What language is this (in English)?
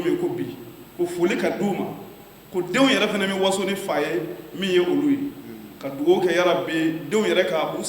Bambara